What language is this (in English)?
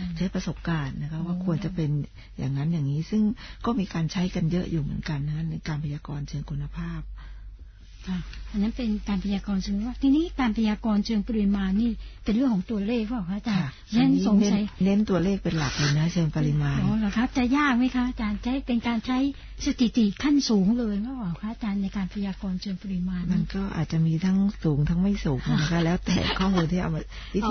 Thai